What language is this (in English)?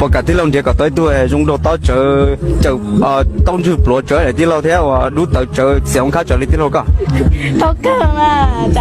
Hmong